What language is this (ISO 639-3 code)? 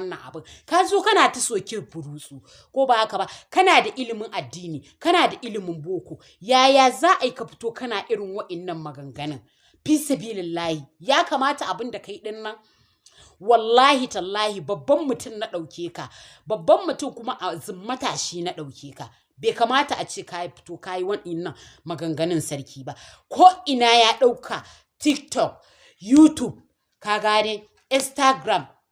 hau